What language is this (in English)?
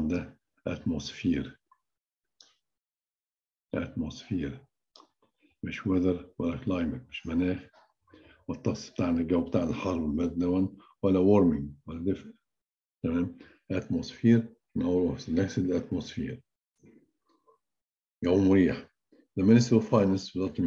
Egyptian Arabic